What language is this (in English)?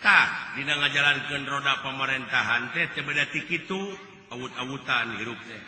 Sundanese